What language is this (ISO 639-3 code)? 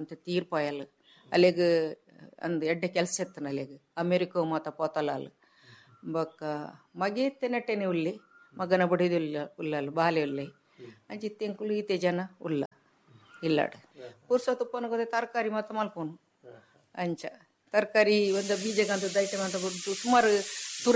tcy